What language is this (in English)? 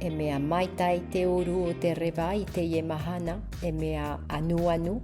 Tahitian